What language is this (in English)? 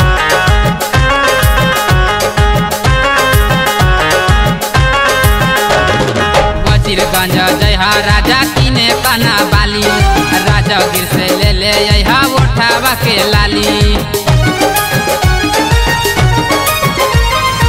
Bhojpuri